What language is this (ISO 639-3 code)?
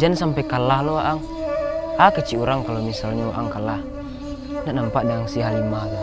min